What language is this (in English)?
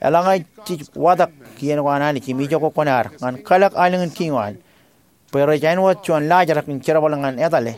Marshallese